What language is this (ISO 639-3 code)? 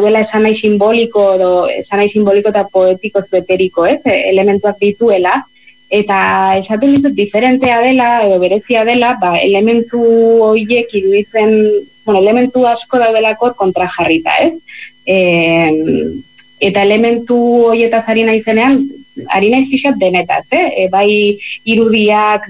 eus